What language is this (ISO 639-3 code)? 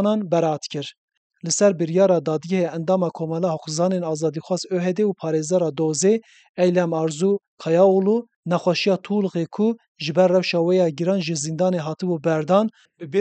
kur